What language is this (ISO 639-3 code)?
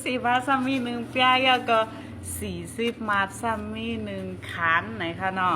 shn